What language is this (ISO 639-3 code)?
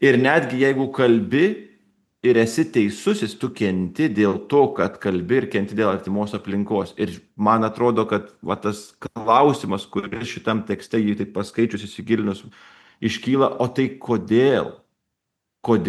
lit